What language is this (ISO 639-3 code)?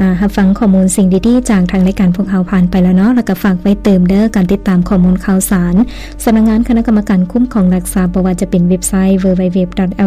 lao